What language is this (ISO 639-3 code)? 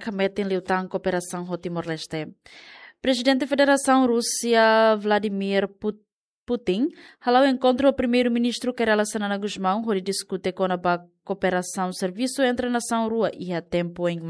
tet